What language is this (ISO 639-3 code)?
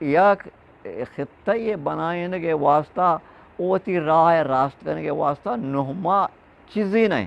bgp